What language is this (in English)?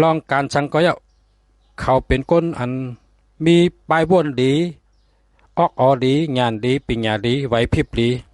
Shan